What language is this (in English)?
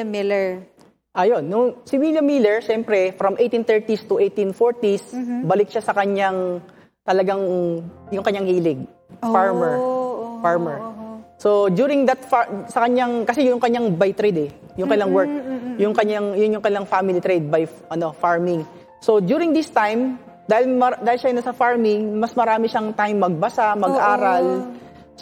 Filipino